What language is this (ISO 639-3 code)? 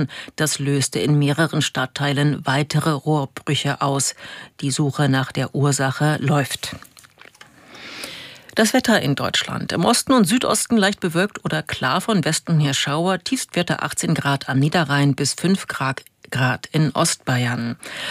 deu